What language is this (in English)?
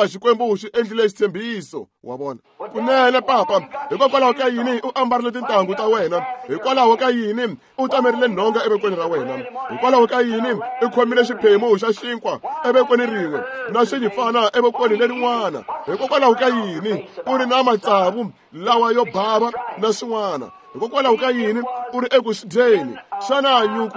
Tsonga